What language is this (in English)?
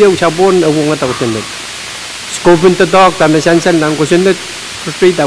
Pohnpeian